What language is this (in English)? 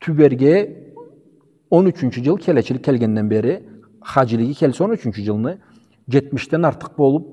Karachay-Balkar